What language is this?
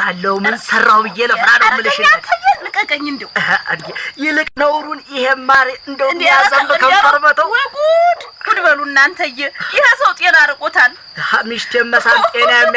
Amharic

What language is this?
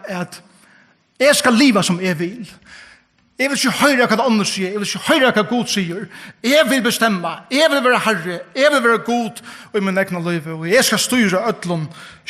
Faroese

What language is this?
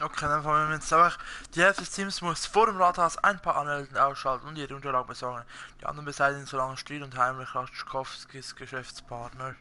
Swiss German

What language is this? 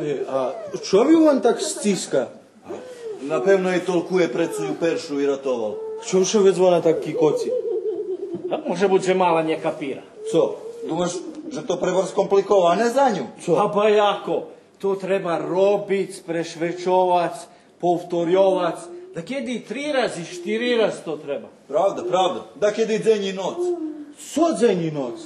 Rusyn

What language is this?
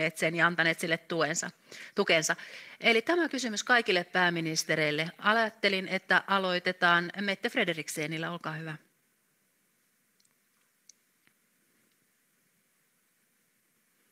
Finnish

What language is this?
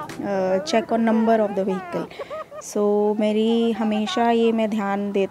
Hindi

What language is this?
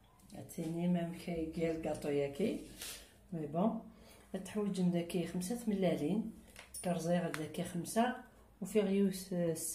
Kabyle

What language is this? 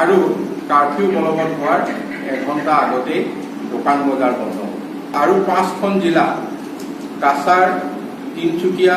Assamese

